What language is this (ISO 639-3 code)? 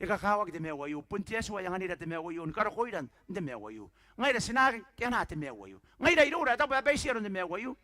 gil